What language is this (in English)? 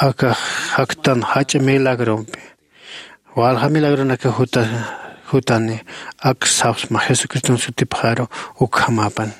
Aymara